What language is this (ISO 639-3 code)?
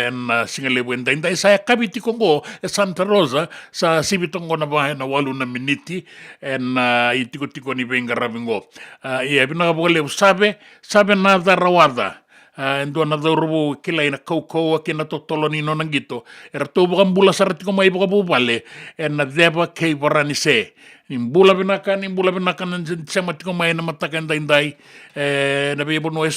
fij